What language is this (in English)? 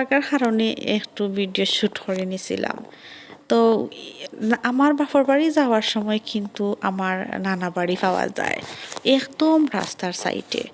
Sylheti